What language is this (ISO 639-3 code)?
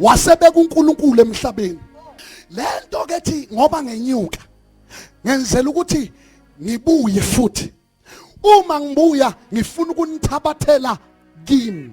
zul